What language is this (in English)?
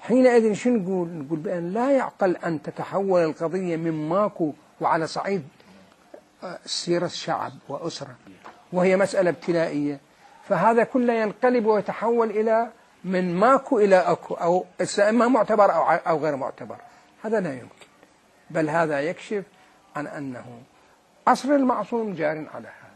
Mesopotamian Arabic